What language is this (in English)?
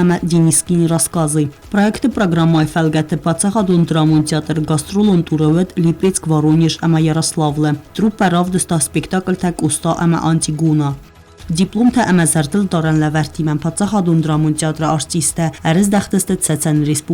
Ossetic